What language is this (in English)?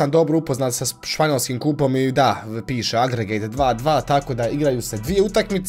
Croatian